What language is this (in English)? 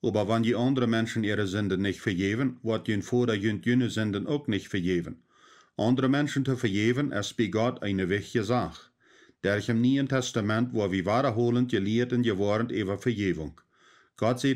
Plautdietsch